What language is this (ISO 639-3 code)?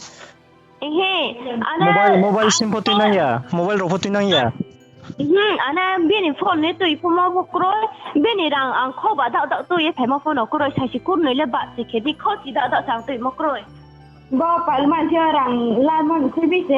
ria